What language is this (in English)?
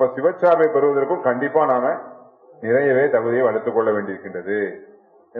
Tamil